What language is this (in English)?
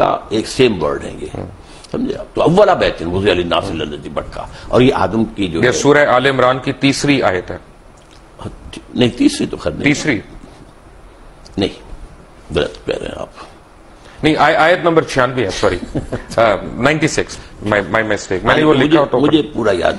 Urdu